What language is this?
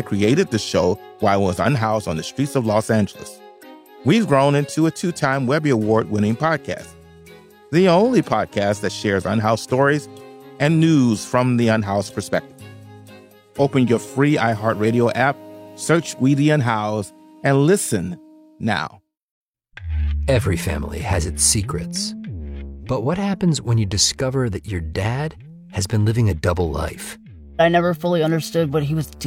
English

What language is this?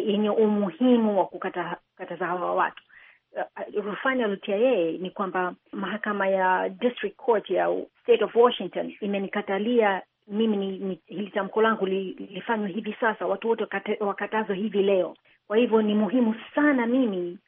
Swahili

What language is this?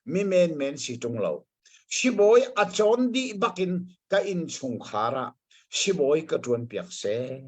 Hakha Chin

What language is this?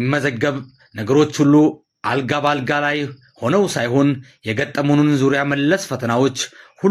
Amharic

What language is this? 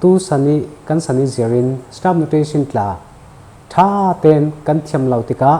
Falam Chin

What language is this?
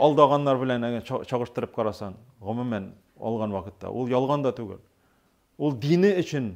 Tatar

